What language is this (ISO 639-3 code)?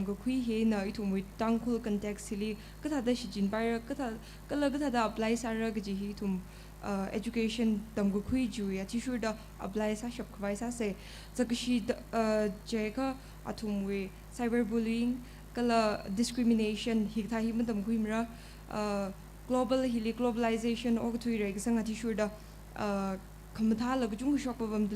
nmf